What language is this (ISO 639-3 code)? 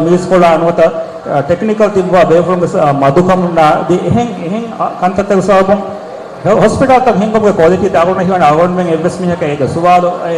div